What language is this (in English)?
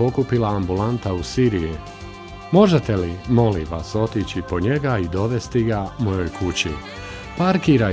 Bosnian